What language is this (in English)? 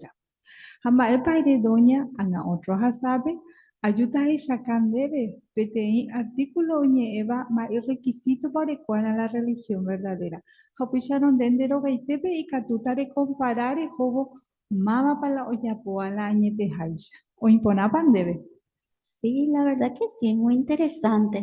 Guarani